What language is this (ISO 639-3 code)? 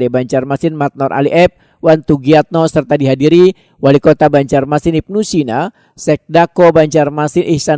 bjn